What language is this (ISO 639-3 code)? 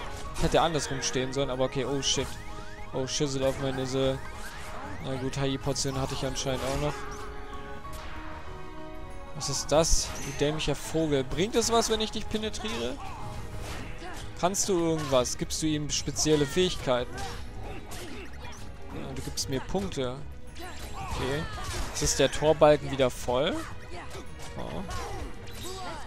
deu